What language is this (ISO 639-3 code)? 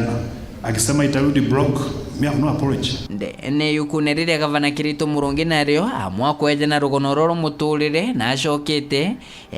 mer